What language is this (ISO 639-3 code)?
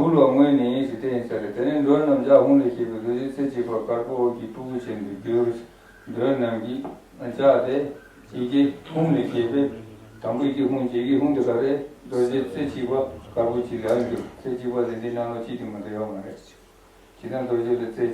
bod